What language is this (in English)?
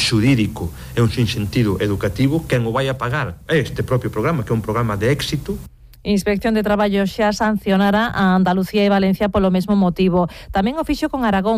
Galician